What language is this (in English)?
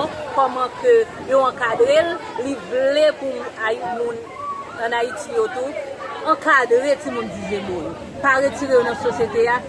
Haitian Creole